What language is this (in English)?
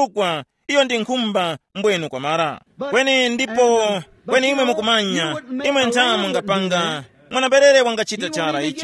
Tumbuka